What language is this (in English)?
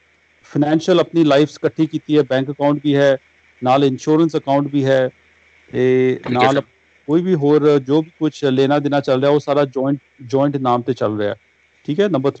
Punjabi